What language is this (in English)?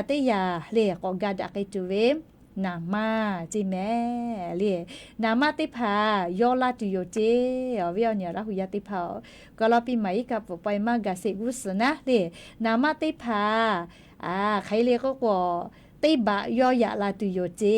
Lahu